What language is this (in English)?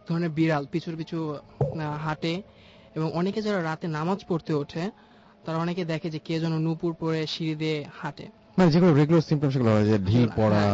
Bangla